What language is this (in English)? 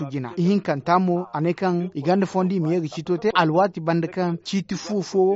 Zarma